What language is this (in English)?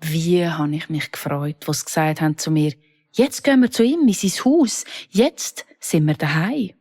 Swiss German